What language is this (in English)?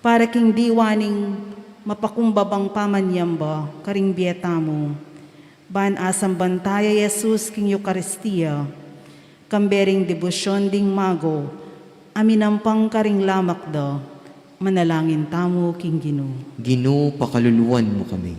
Pampanga